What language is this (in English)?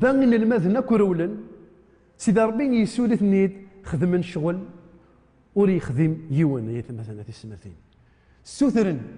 Kabyle